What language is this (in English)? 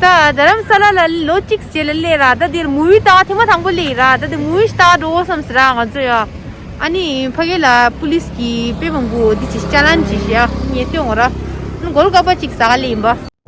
Tibetan